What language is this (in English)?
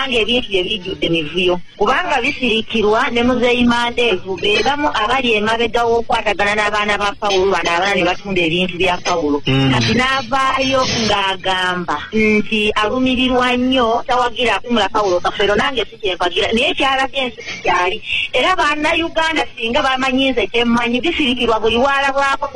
Ganda